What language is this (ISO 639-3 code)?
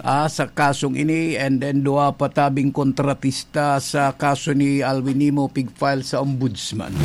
bik